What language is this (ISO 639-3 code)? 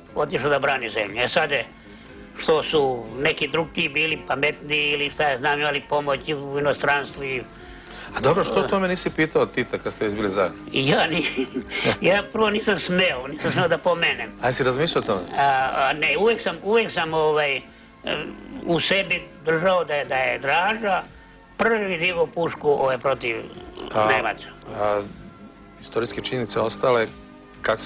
srp